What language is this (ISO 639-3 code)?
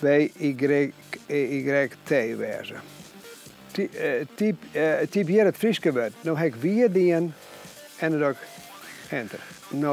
fry